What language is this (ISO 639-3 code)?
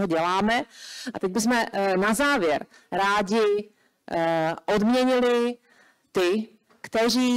ces